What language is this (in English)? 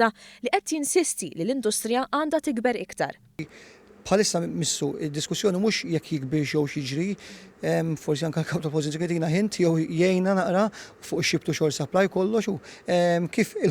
Maltese